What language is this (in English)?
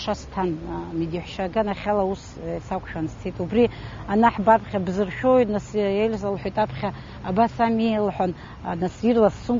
Abkhazian